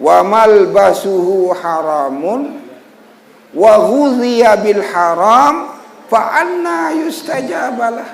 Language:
Sasak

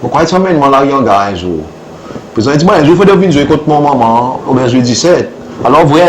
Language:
Seselwa Creole French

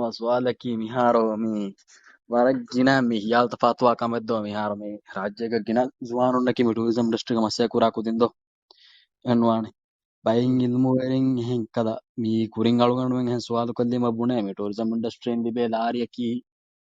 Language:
Divehi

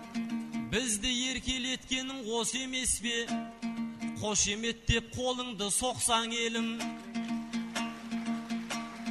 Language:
Kazakh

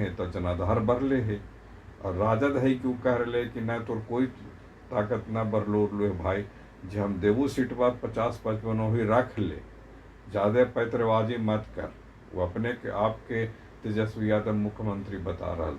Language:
Magahi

